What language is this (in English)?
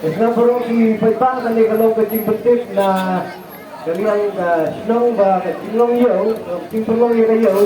Khasi